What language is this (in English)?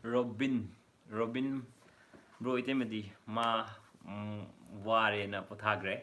Manipuri